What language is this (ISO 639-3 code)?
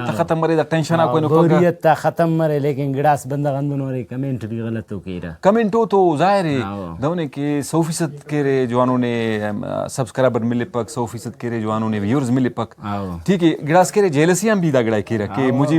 brh